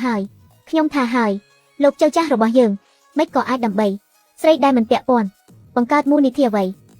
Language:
Khmer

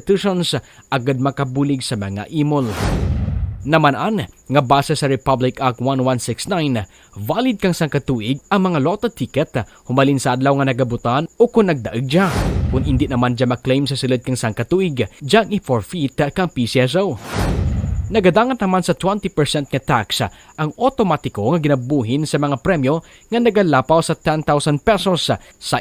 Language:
Kinaray-a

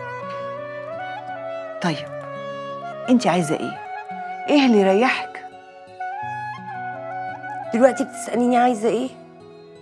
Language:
Egyptian Arabic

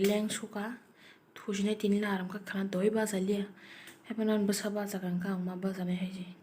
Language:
Kok Borok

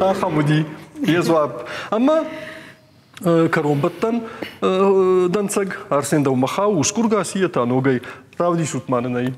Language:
Ossetic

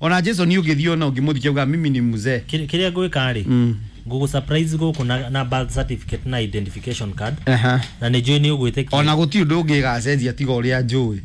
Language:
Kikuyu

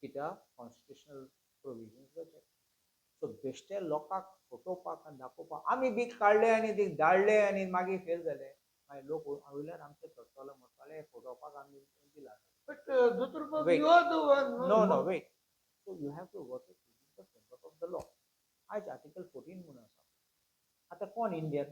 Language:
Konkani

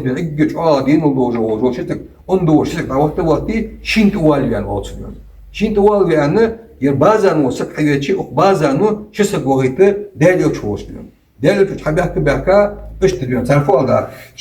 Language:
Ingush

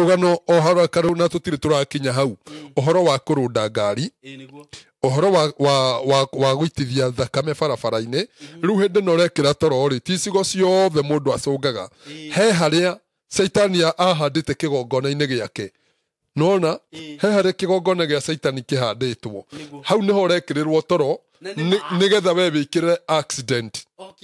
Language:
Kikuyu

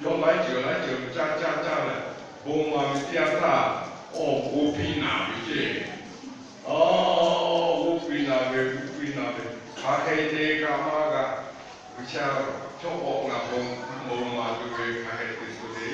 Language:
Lahu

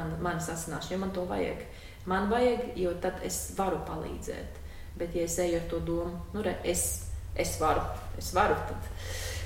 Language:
Latvian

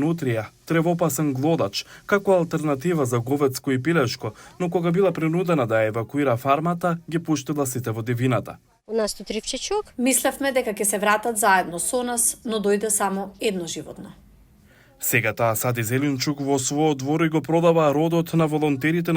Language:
Macedonian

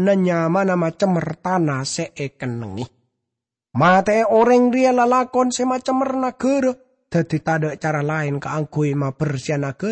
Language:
Madurese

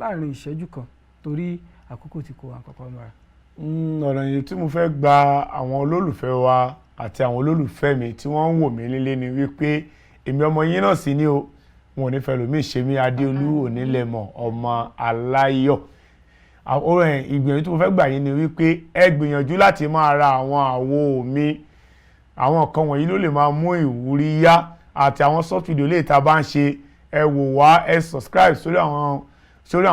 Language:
Yoruba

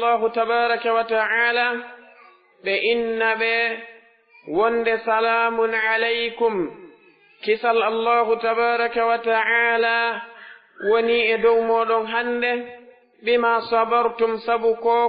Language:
Pular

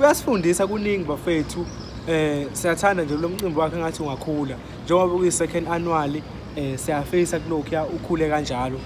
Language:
Zulu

